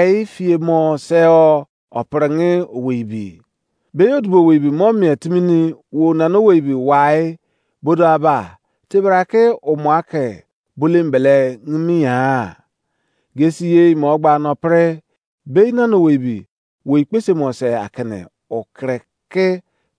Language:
Izon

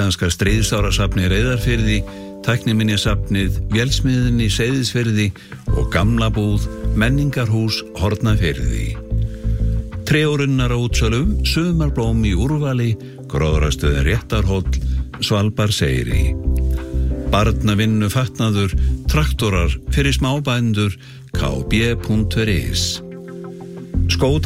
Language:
Icelandic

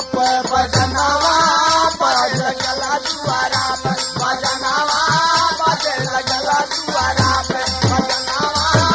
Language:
Bhojpuri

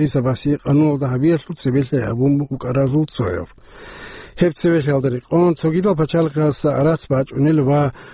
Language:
Avaric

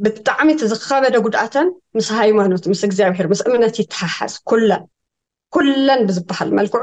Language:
Tigrinya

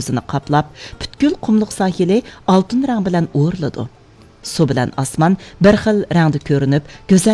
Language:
Uyghur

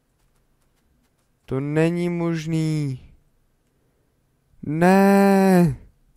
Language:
Czech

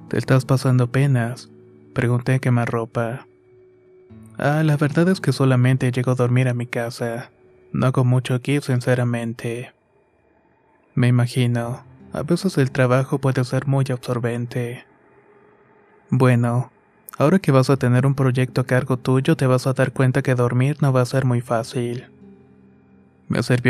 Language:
Spanish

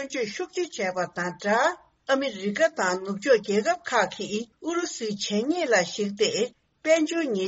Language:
Tibetan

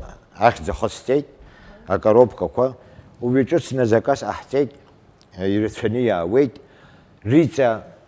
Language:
Abkhazian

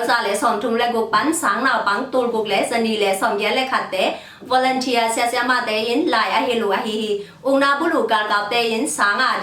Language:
Tedim Chin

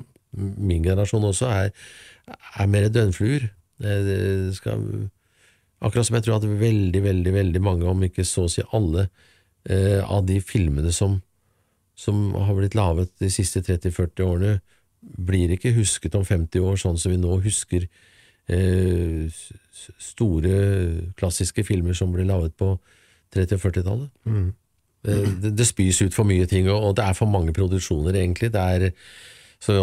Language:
Norwegian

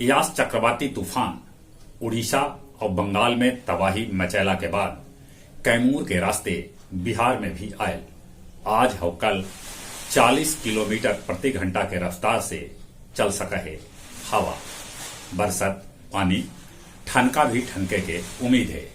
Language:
Magahi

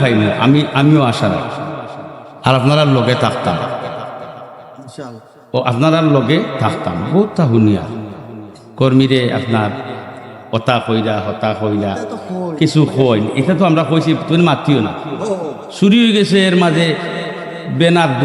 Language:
Sylheti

